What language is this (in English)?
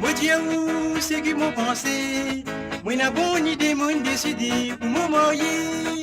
Morisyen